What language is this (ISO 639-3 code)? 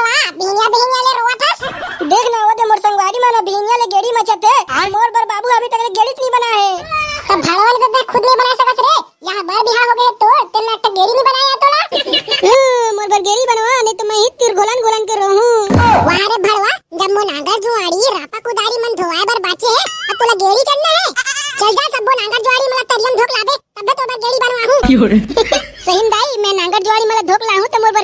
hne